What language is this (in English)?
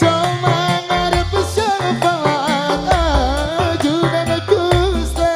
Madurese